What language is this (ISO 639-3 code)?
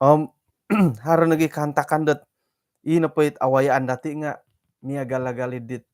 dtp